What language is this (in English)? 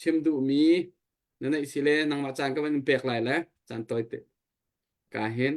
Hakha Chin